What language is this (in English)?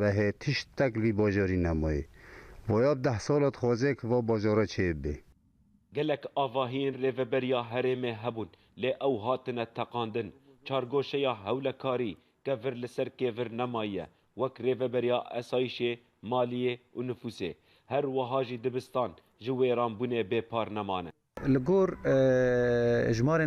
Kurdish